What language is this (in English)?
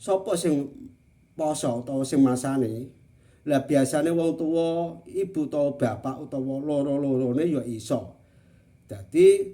Javanese